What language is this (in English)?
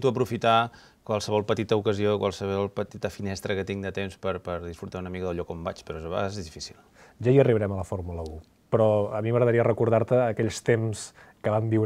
Catalan